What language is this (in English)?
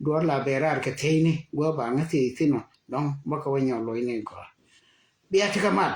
Nuer